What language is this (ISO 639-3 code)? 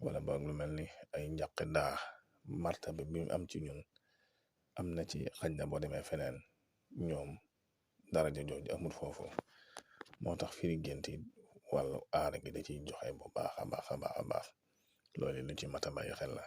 wol